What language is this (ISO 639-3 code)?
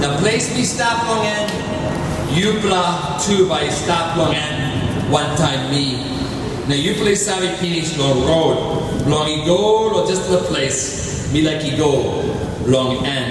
tpi